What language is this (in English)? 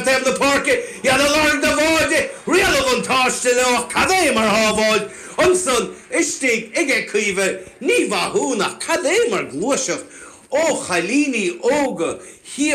Irish